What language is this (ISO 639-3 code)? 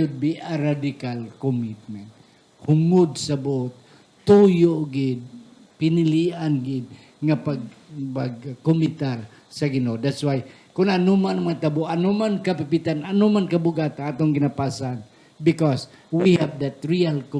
hil